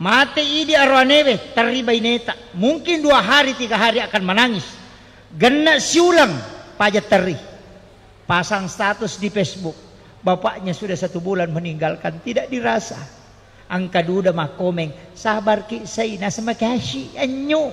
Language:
Buginese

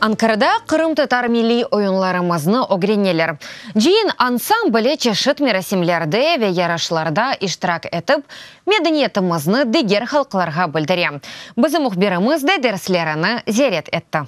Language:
Crimean Tatar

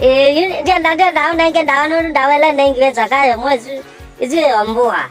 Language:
Kamba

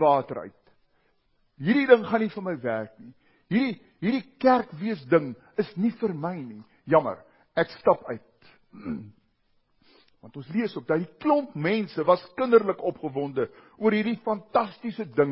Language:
Afrikaans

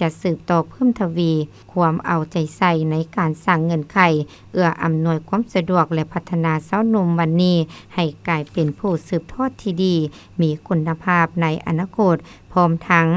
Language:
Lao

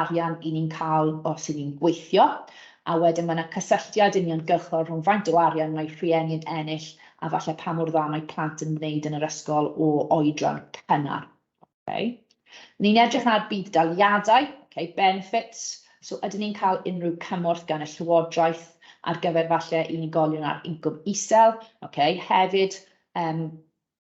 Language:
Welsh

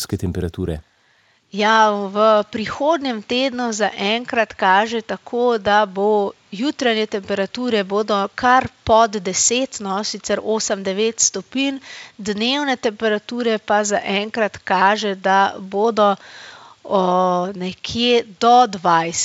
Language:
Slovenian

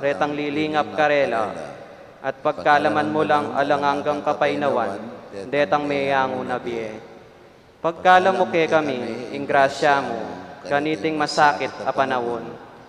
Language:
Pampanga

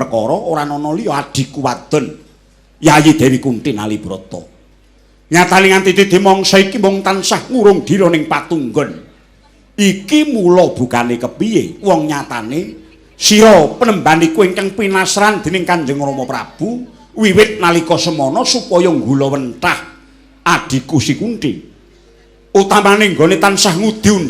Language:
Javanese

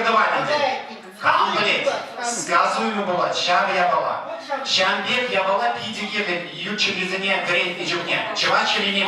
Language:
Chuvash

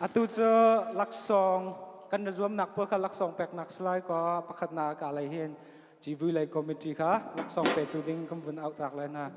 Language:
Hakha Chin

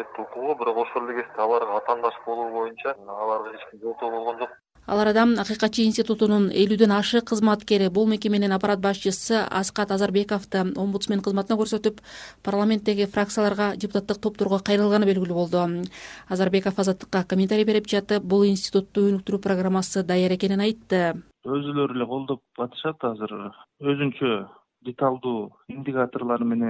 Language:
Kyrgyz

